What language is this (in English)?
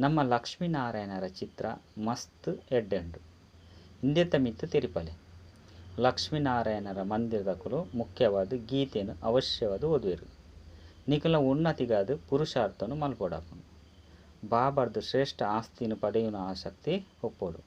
Tulu